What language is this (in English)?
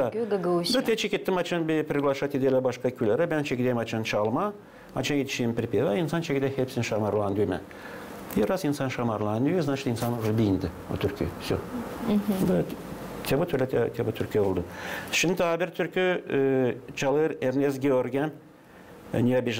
Gagauz